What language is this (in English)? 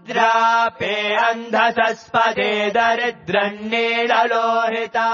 Sanskrit